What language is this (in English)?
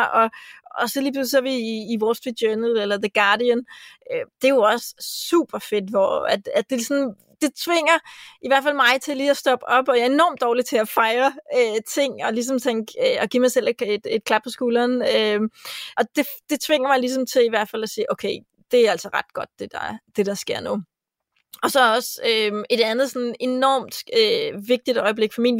Danish